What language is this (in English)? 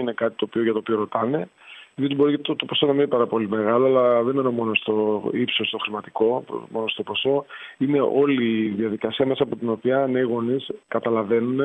Greek